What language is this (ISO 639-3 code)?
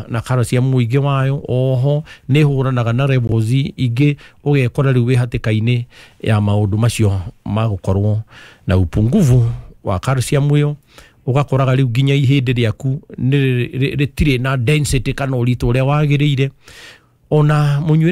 kik